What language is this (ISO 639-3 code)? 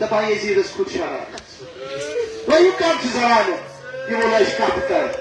kas